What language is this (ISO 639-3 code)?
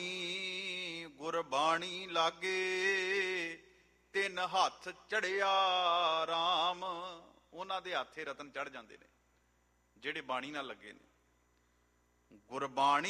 pan